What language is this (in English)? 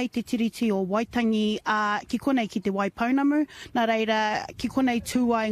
Māori